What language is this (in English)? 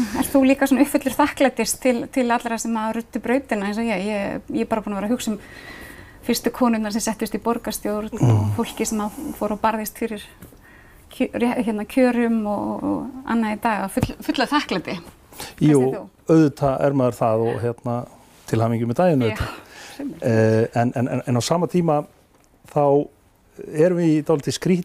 Icelandic